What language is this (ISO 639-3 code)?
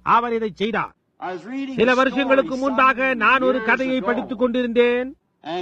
tam